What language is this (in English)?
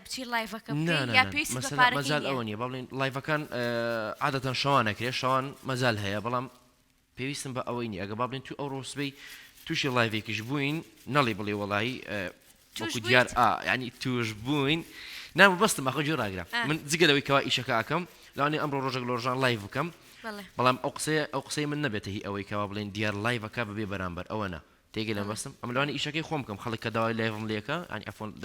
Central Kurdish